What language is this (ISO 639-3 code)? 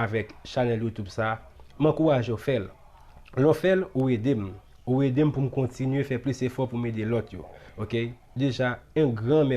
hat